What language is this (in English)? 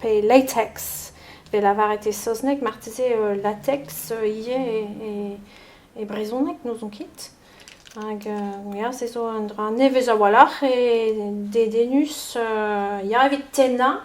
Breton